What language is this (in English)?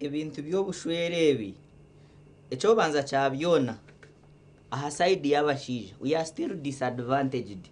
Nyankole